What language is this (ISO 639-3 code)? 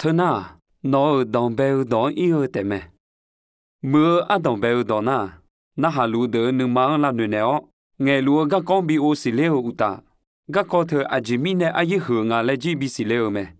ahk